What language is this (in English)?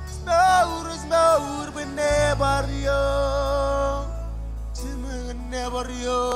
Marshallese